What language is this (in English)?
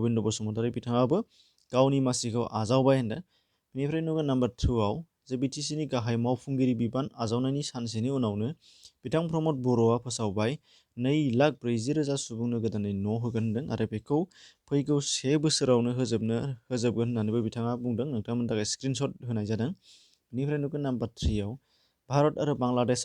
Bodo